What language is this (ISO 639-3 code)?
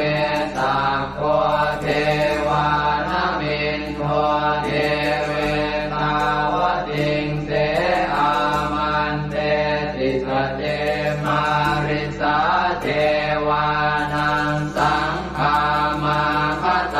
pli